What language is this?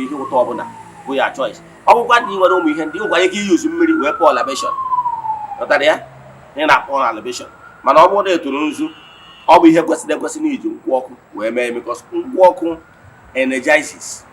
Igbo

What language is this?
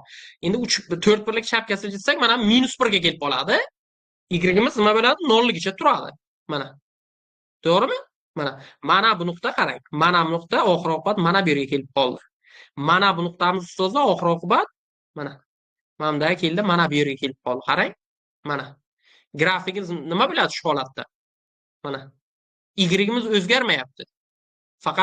Uzbek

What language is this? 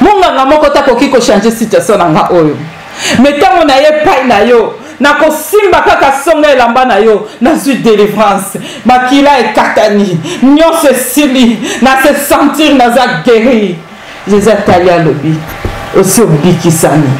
Lingala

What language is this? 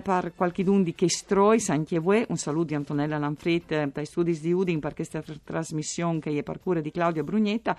Friulian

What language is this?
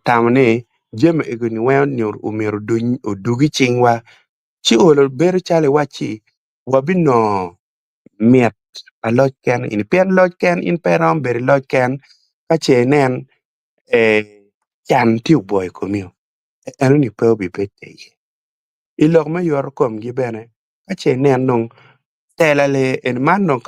Acoli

